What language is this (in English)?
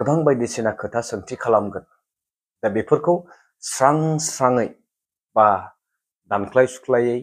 Bodo